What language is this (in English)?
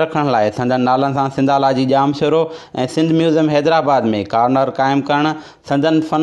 Sindhi